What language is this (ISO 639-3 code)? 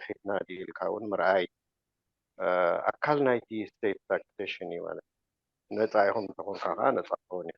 tir